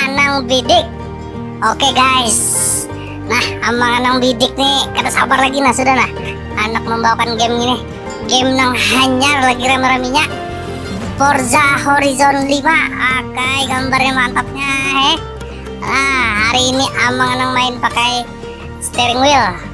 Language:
Banjar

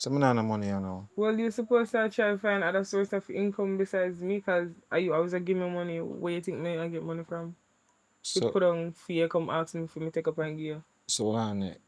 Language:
Jamaican Creole English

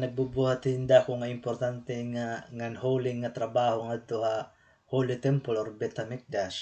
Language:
Waray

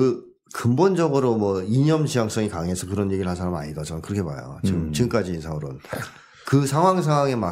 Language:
Korean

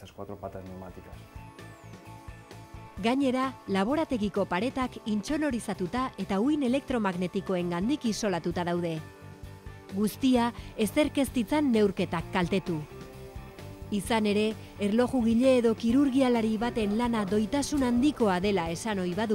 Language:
Basque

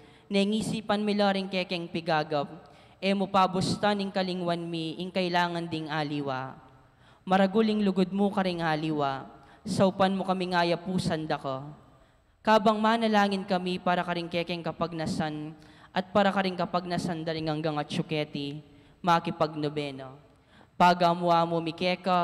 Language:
Pampanga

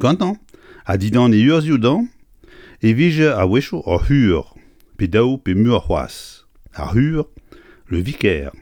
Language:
Breton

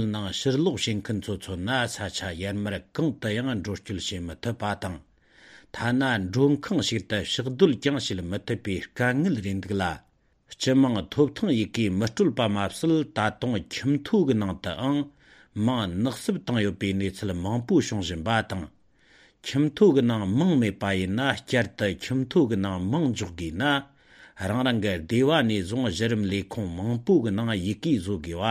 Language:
Latvian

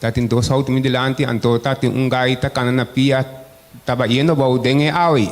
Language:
Papiamento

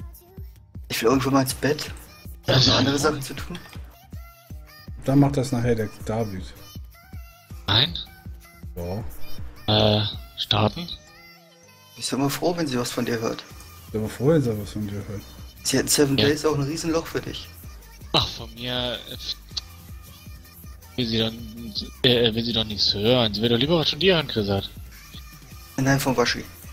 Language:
German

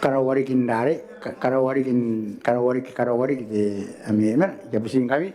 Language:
Gilbertese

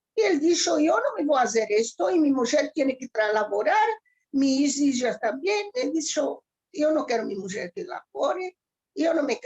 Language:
Ladino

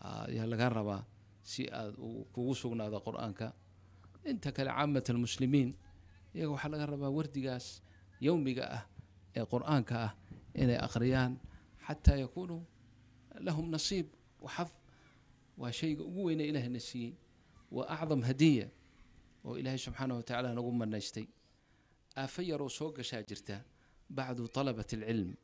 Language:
Somali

